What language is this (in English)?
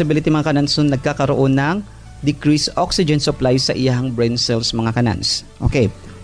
Cebuano